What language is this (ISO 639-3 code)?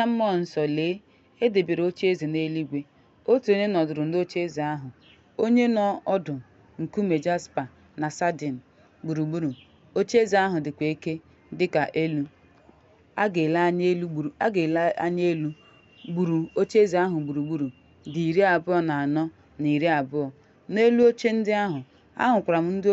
ibo